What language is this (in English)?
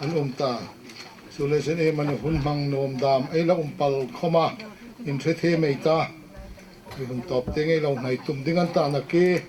Hmar